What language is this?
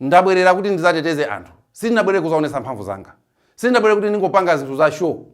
Nyanja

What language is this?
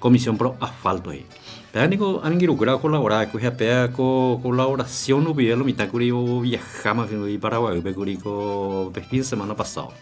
Guarani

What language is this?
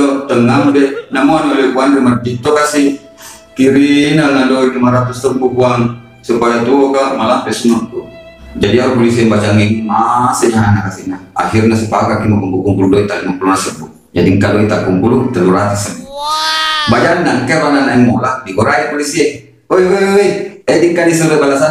Buginese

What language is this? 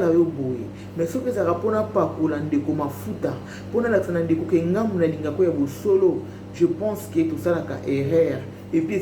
Lingala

